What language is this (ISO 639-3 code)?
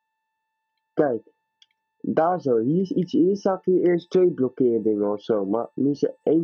nld